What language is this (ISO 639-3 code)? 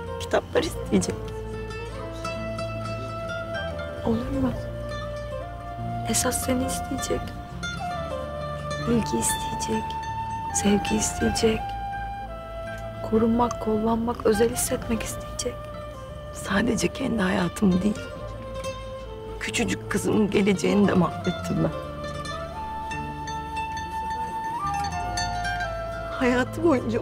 tur